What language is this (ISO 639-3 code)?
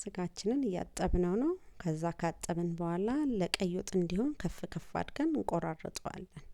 amh